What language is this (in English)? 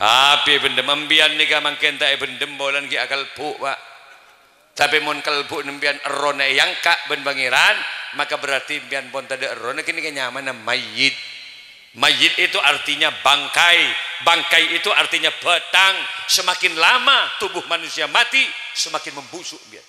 Madurese